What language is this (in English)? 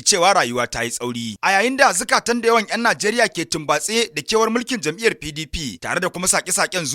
Hausa